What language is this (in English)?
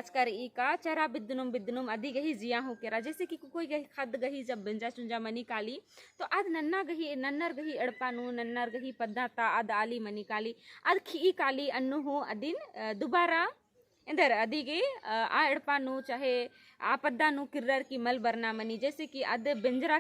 Kurukh